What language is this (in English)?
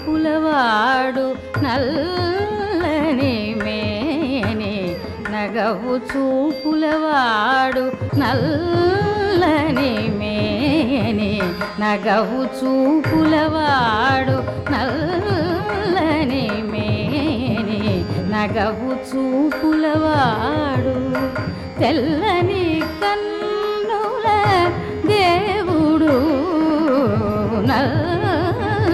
Telugu